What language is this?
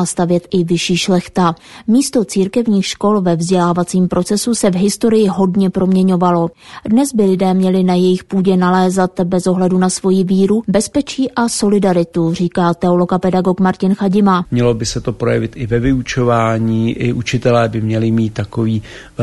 Czech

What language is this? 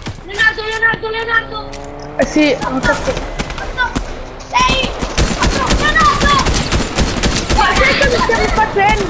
Italian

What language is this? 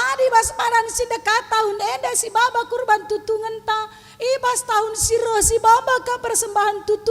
Batak Karo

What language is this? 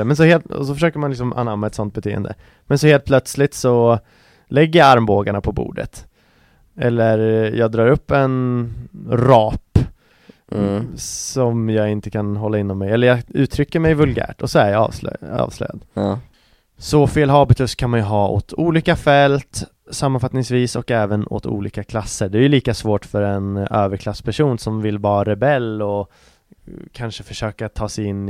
Swedish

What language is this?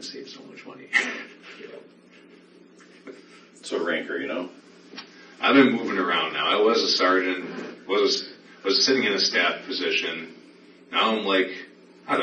English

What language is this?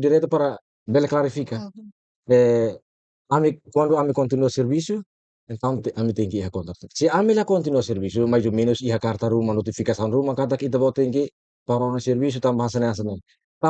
Tetum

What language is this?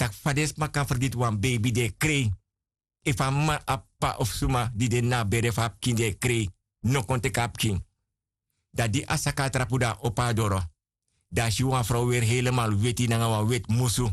Sranan Tongo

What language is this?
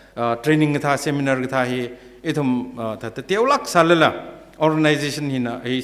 Tangkhul Naga (India)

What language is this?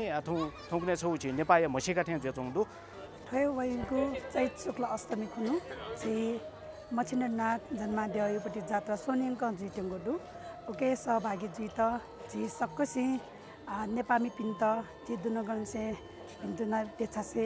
Newari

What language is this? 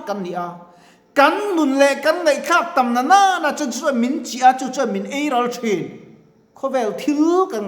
Mizo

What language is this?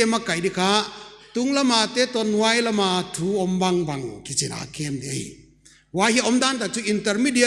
Paite Chin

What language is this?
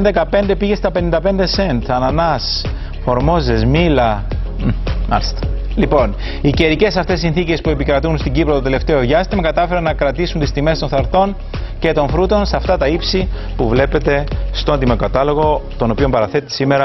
Greek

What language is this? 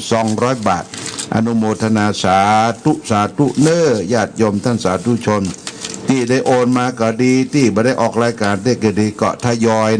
Pali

